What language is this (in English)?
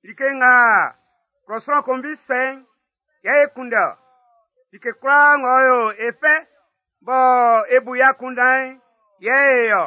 Baoulé